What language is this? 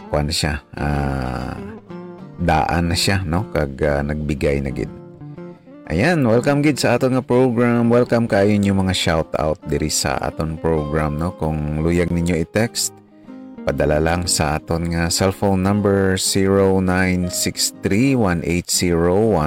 Hiligaynon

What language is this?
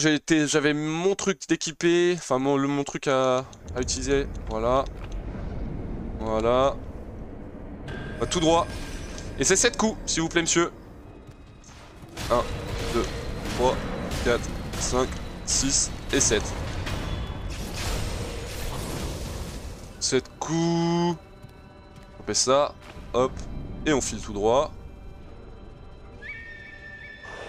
French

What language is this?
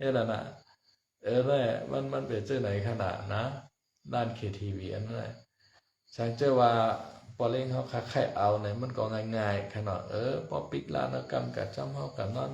Shan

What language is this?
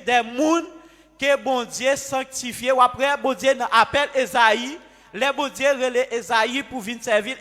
Haitian Creole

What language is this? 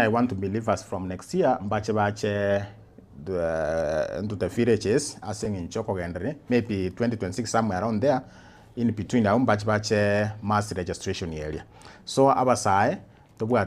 Gusii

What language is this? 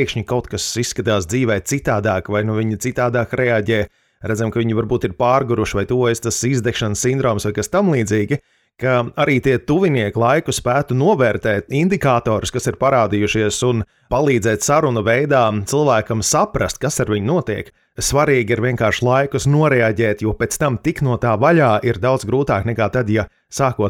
Latvian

